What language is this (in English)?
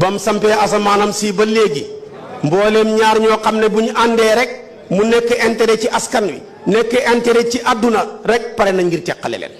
Wolof